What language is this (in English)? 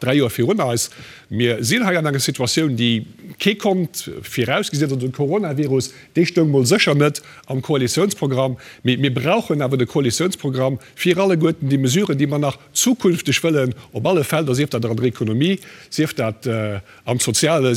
Luxembourgish